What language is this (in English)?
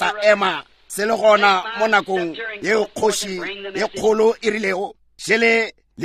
Northern Sotho